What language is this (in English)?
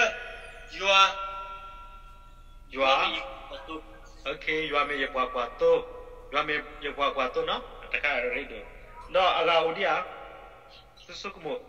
S'gaw Karen